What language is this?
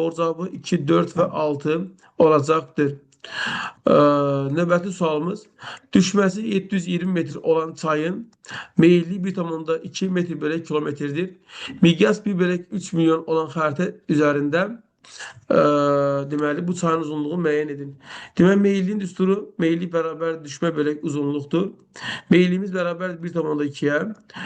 Azerbaijani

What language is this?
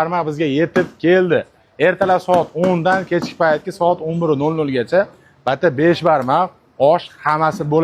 Uzbek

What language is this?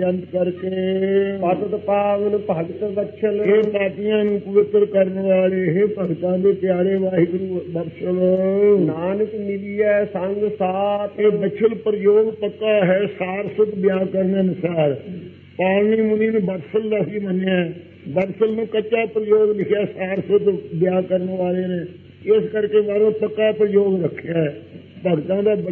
Punjabi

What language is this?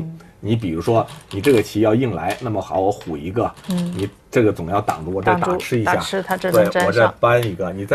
Chinese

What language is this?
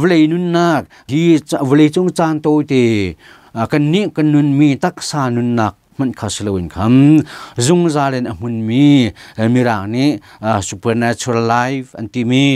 Hakha Chin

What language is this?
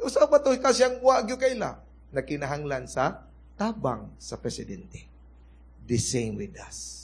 Cebuano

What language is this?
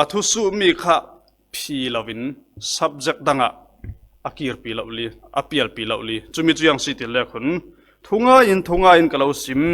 Falam Chin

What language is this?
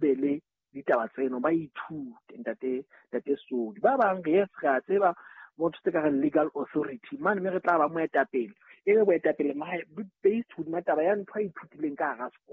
Southern Sotho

